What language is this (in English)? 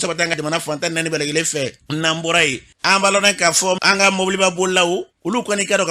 Bambara